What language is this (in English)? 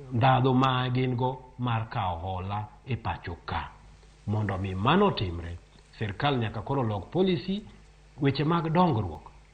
Luo (Kenya and Tanzania)